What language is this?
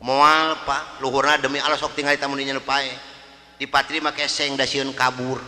Sundanese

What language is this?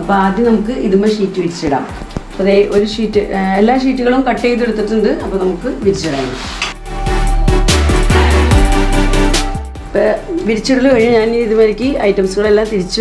Malayalam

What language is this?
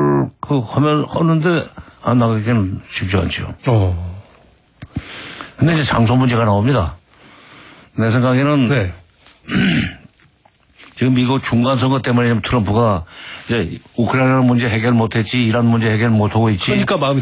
Korean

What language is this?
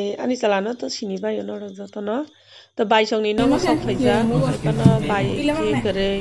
Kok Borok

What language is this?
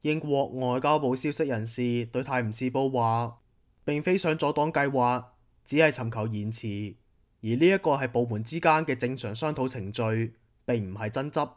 Cantonese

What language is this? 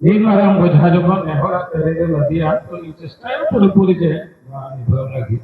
Santali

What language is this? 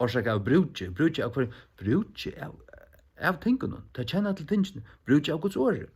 Faroese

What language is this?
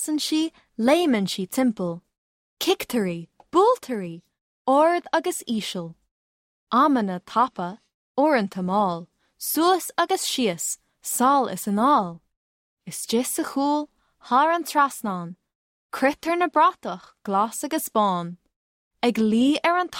Irish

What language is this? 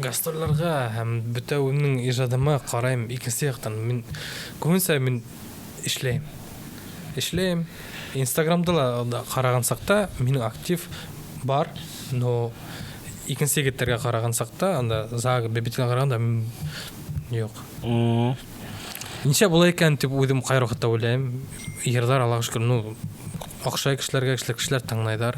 Bashkir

